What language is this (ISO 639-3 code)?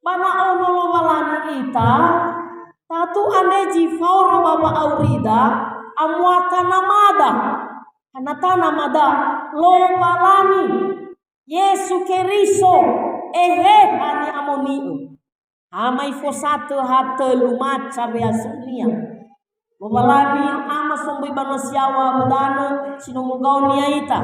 nia